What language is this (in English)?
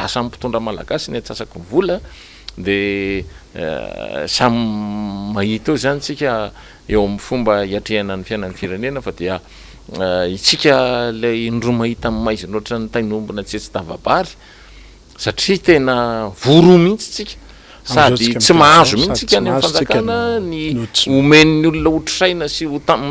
Malagasy